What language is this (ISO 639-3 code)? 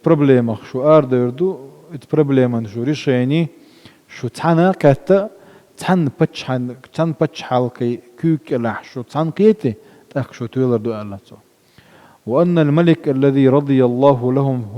che